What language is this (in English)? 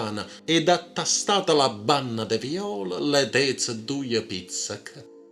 Neapolitan